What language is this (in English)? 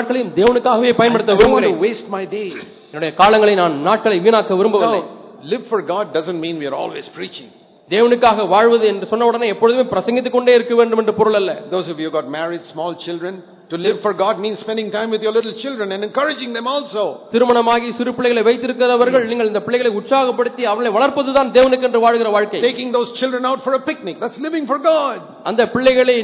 Tamil